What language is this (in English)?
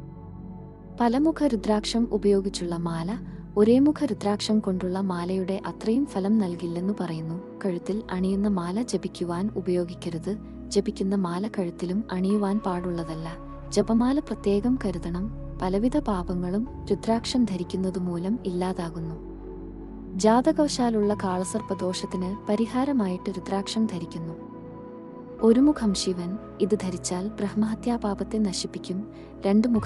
Malayalam